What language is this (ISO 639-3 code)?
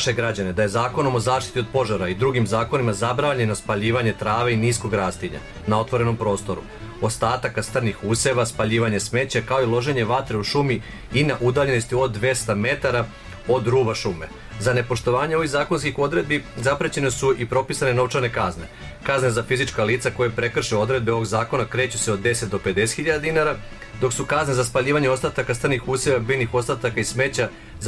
srp